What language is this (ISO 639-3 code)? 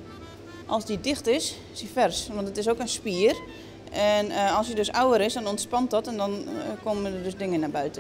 fry